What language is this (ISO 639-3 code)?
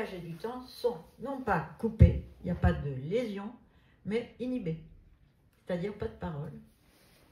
fra